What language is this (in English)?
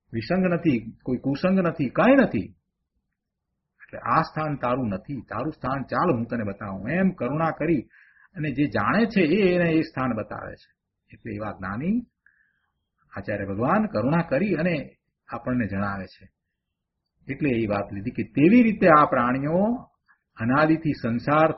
Gujarati